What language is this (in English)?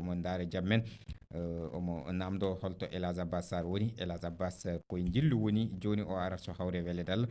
Fula